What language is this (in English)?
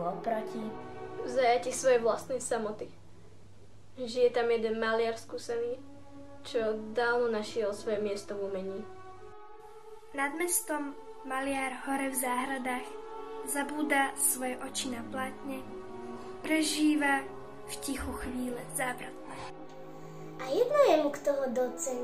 Slovak